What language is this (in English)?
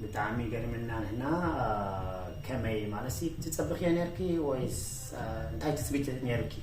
Tigrinya